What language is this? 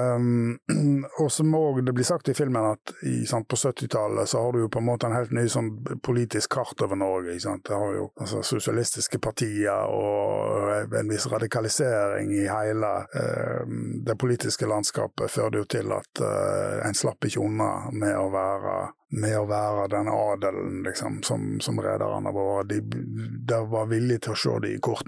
Norwegian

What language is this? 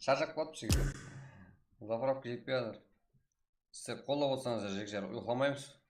Kara-Kalpak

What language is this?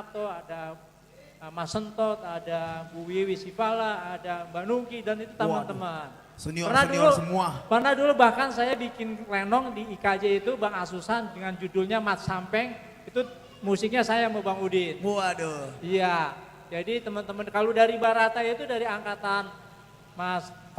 Betawi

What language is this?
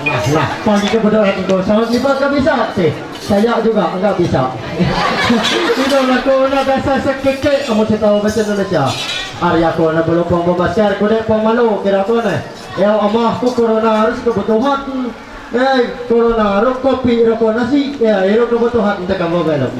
Ma'anyan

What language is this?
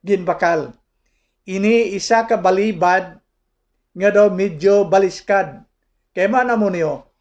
Hiligaynon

